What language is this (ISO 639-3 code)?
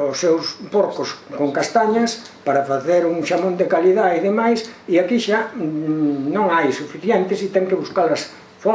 glg